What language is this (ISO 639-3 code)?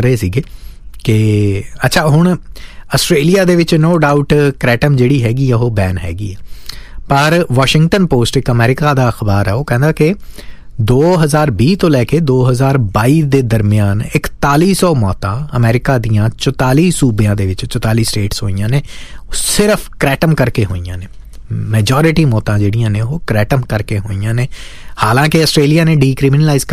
pan